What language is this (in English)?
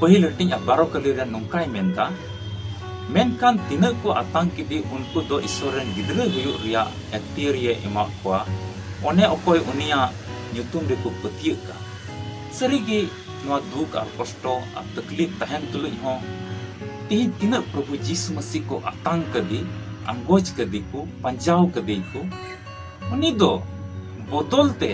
Santali